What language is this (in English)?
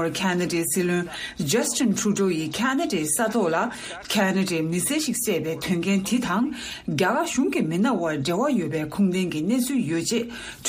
Tibetan